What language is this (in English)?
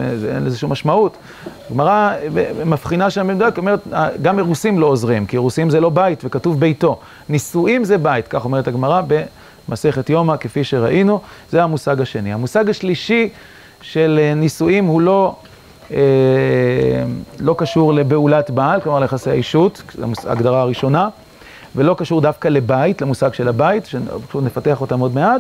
Hebrew